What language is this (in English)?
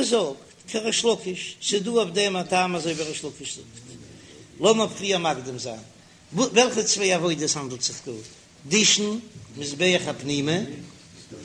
Yiddish